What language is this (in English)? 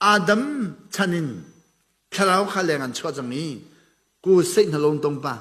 Hakha Chin